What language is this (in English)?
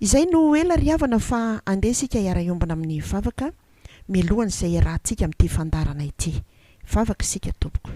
Malagasy